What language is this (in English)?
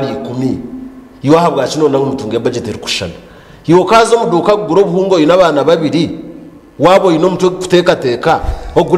Nyankole